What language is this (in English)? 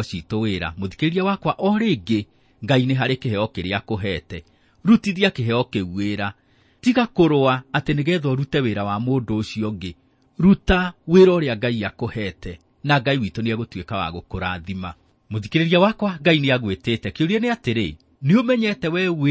Kikuyu